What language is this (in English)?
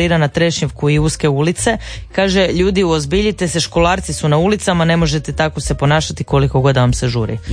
Croatian